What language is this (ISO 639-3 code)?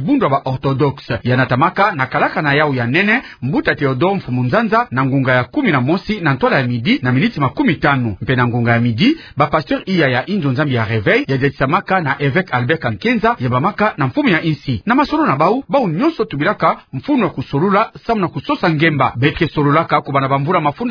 ktu